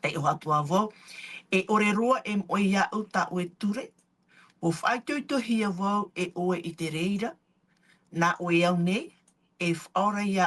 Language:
Tahitian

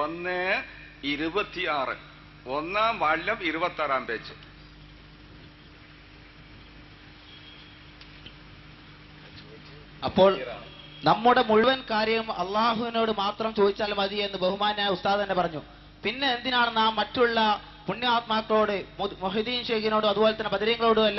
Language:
Malayalam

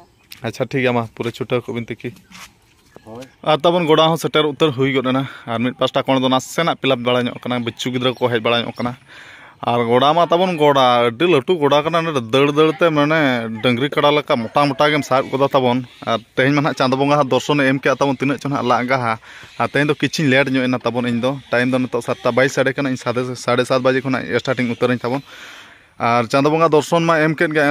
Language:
Santali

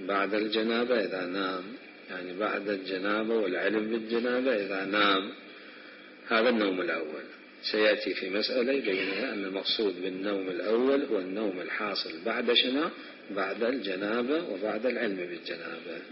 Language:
Mesopotamian Arabic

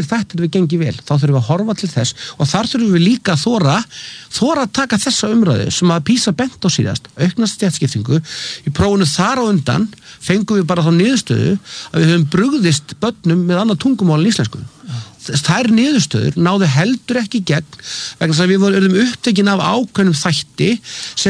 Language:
Icelandic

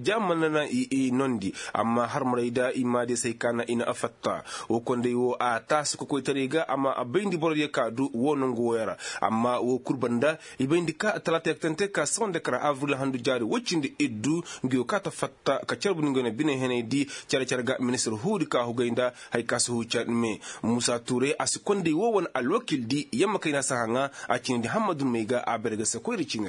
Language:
Koyraboro Senni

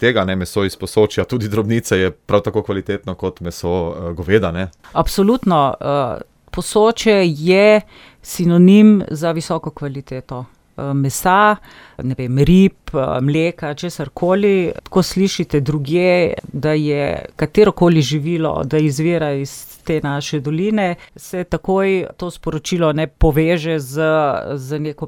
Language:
Slovenian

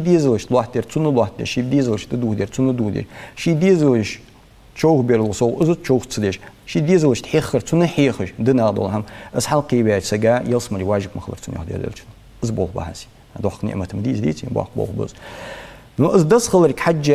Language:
Ingush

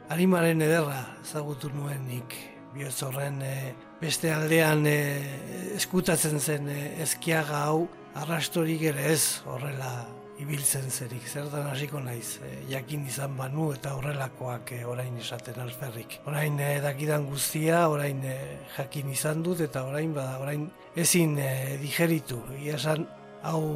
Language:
Basque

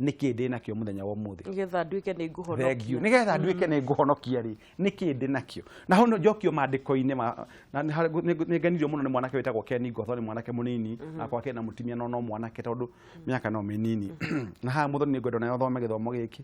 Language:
Kikuyu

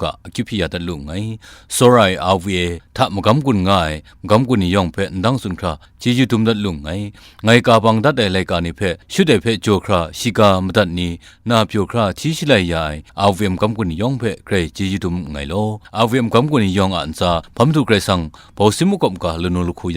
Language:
Kachin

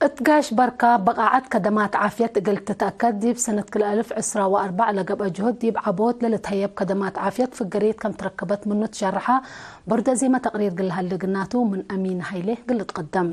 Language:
Tigre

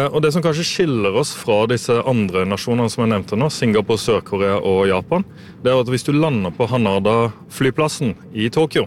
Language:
Norwegian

